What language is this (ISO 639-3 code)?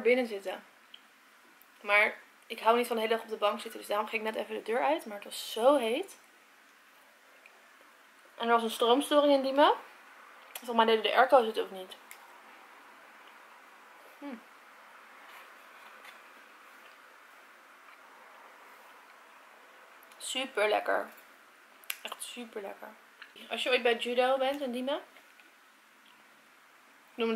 nld